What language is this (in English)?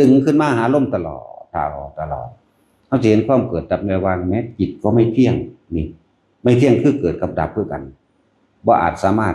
Northeastern Thai